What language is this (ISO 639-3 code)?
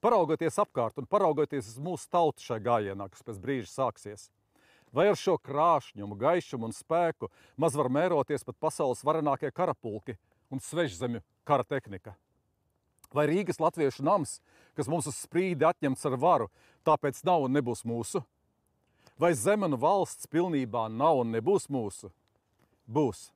lav